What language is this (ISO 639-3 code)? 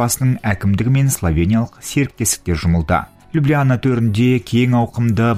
kaz